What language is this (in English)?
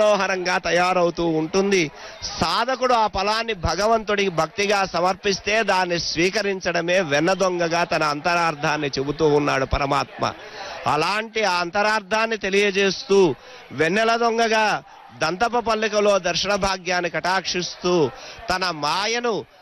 Telugu